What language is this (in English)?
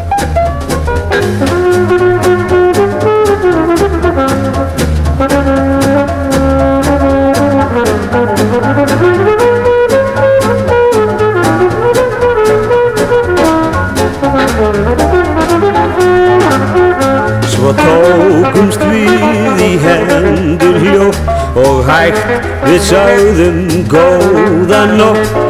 Icelandic